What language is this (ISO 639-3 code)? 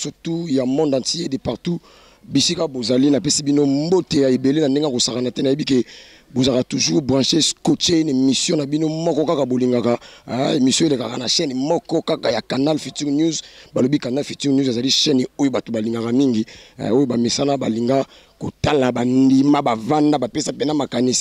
lin